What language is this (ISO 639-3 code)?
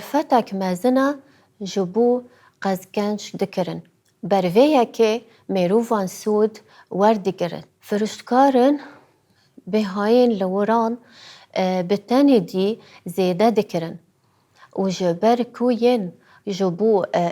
kur